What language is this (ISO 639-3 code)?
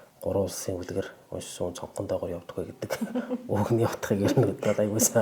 mon